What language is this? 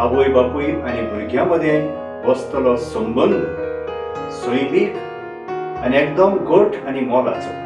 Konkani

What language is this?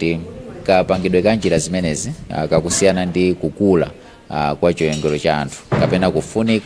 Nyanja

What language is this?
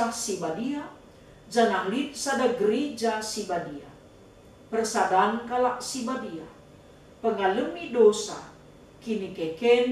Batak Karo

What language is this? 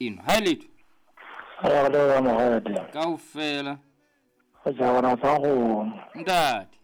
Southern Sotho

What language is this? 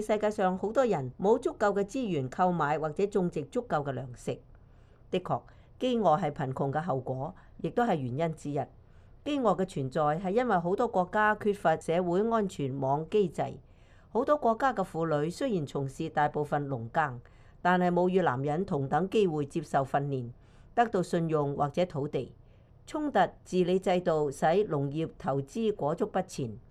Cantonese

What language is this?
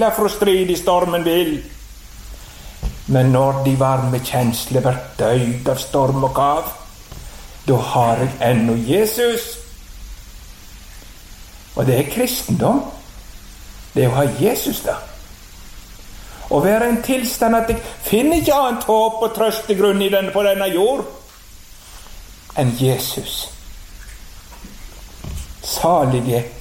Norwegian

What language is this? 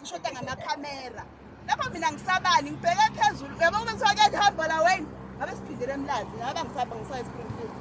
Zulu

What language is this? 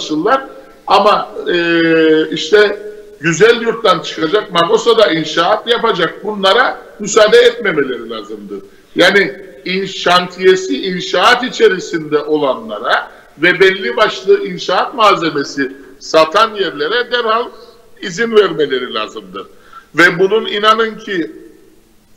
Turkish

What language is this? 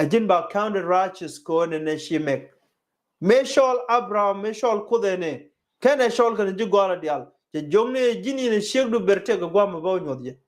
Nuer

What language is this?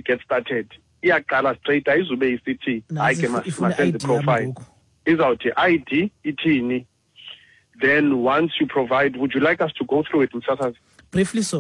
Xhosa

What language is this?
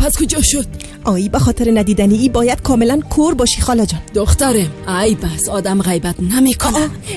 Tajik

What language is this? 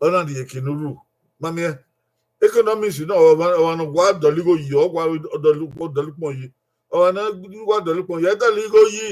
Bini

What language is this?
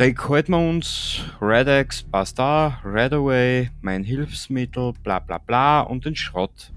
Bavarian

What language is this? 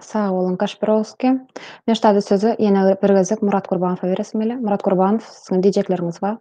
Turkmen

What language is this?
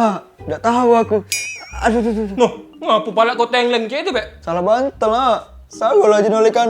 Musi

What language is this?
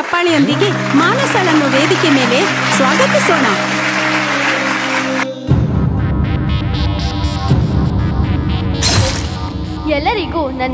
Kannada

